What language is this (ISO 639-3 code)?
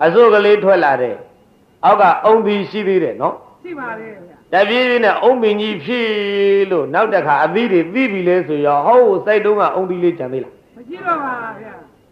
mya